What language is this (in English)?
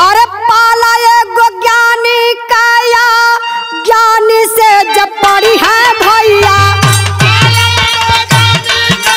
Bhojpuri